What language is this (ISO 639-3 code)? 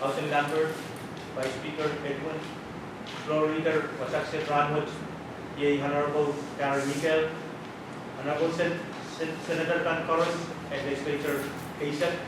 pon